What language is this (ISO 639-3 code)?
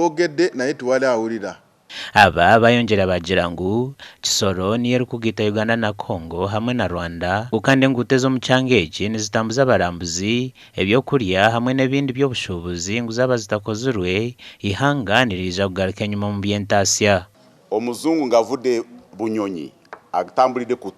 nyn